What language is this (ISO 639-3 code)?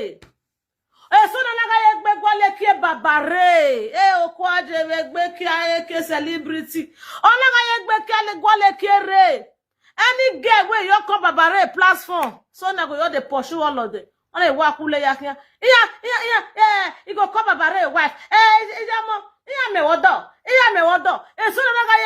pcm